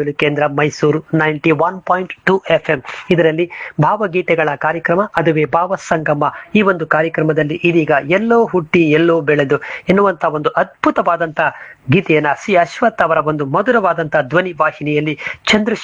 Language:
Kannada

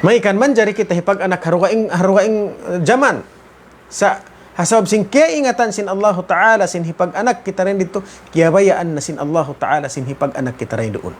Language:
Tausug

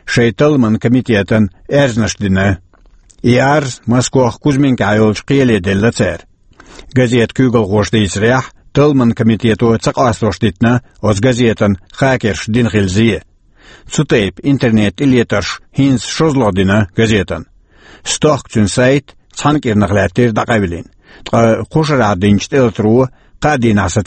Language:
Chechen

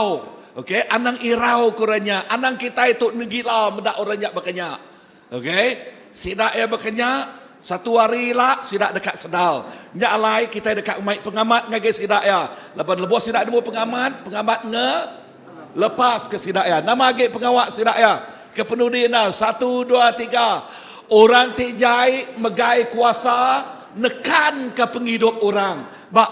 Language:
Iban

